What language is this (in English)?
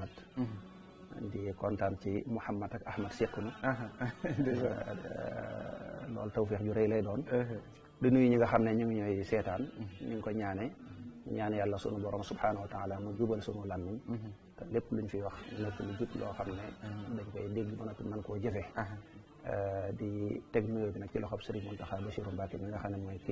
Wolof